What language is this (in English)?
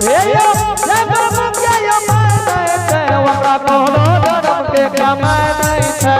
Angika